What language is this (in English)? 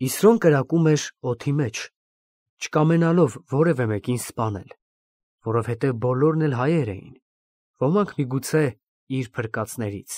Armenian